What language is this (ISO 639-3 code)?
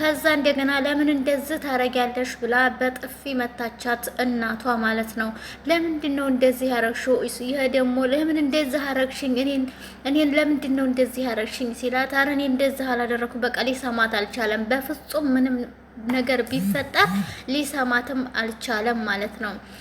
amh